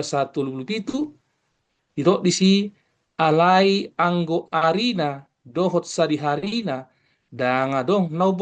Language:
Batak Toba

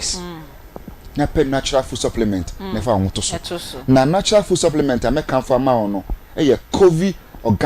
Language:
Akan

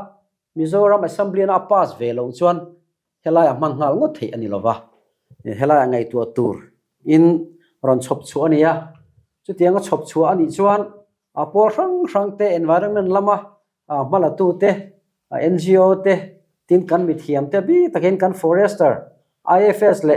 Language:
Mizo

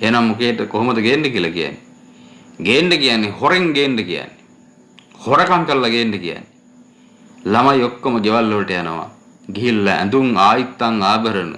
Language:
Sinhala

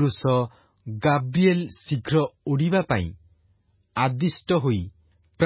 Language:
Odia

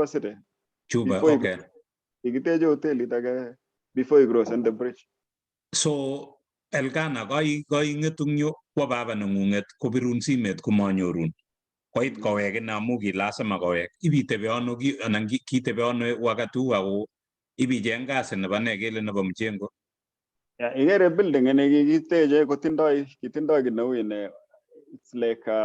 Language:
Kalenjin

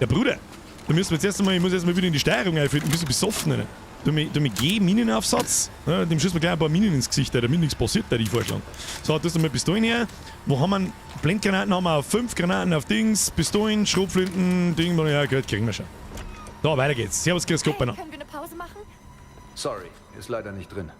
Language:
Bavarian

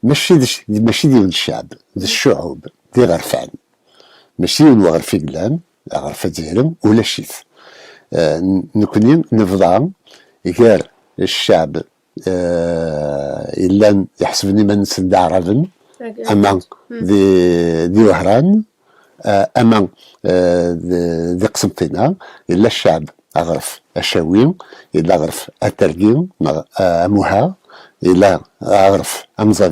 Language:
Kabyle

